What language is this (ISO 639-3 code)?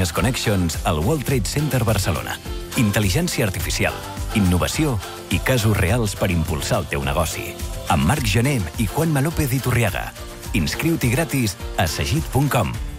cat